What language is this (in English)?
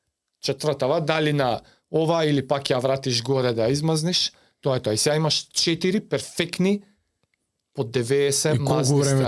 Macedonian